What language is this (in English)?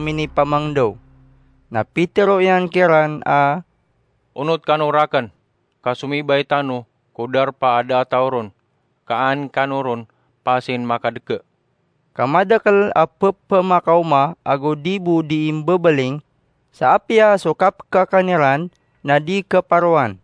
Maranao